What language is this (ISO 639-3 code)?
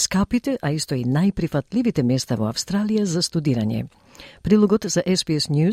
mkd